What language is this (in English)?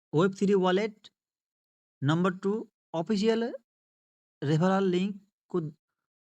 Nepali